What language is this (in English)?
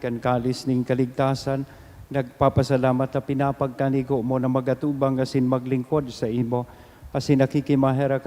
Bikol